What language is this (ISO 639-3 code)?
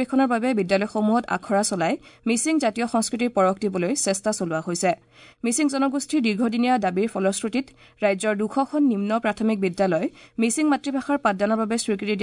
asm